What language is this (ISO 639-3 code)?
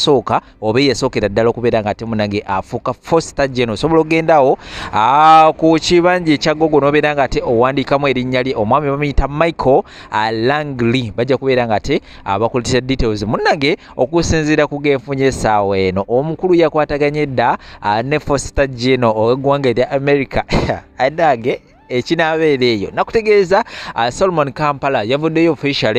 lug